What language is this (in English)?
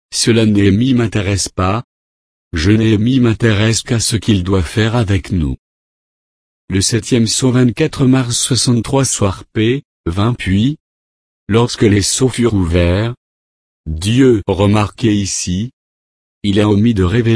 French